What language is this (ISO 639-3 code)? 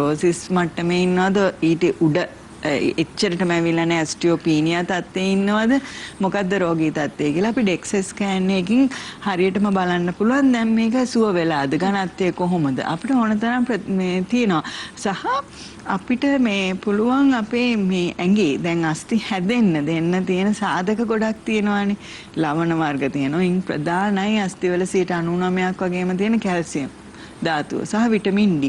sin